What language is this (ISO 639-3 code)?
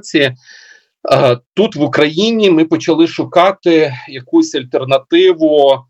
ukr